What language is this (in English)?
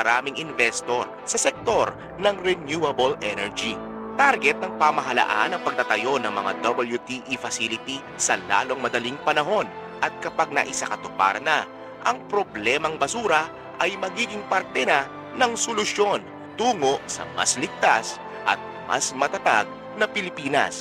Filipino